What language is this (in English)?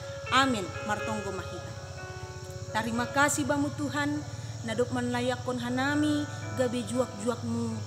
Batak Simalungun